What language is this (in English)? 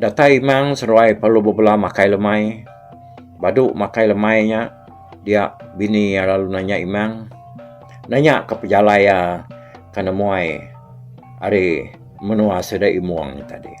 Iban